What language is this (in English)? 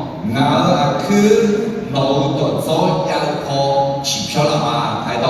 Akha